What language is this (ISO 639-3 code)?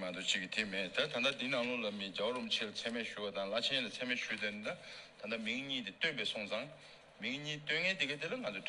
bod